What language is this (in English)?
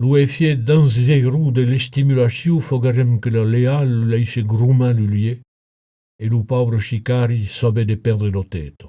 Occitan